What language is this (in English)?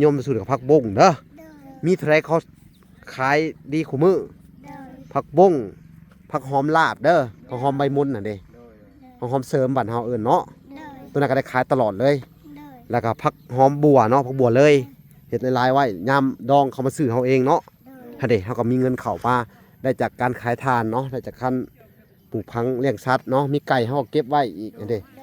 Lao